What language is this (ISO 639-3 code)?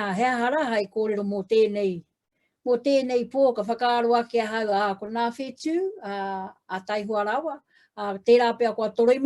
mri